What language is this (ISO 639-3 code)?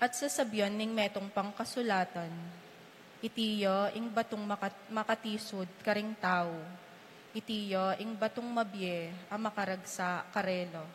pam